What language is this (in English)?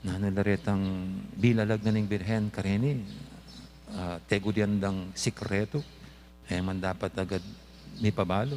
Pampanga